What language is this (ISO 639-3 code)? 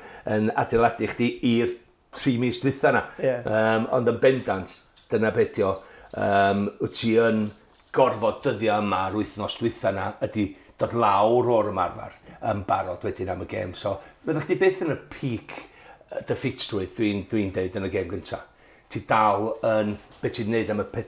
cym